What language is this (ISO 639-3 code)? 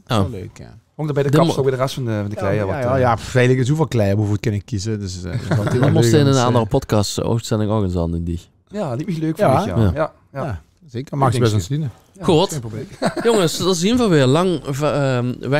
lim